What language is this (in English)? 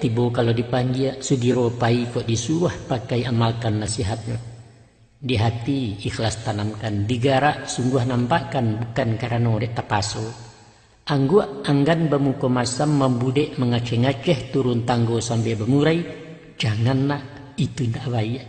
Minangkabau